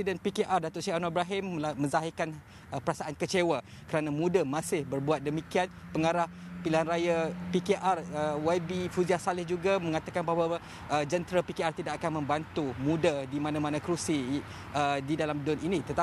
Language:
Malay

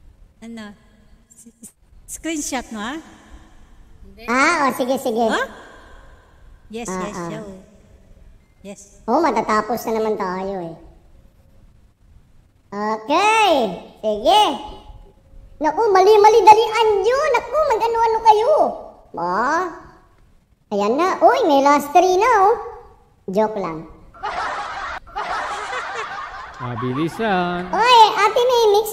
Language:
Filipino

